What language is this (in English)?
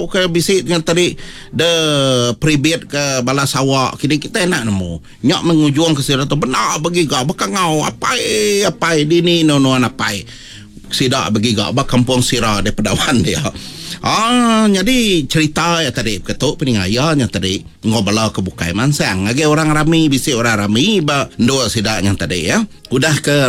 Iban